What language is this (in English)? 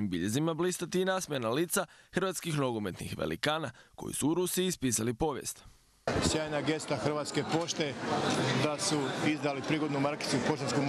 Croatian